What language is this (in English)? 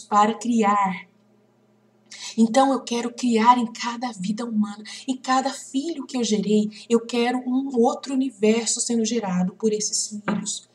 Portuguese